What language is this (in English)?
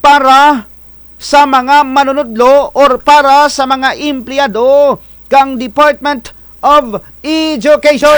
Kinaray-a